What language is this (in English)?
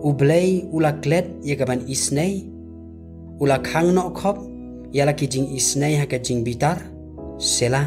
Khasi